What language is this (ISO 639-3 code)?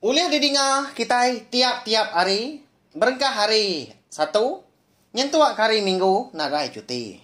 iba